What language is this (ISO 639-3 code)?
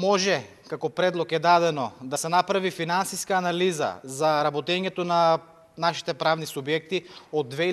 mkd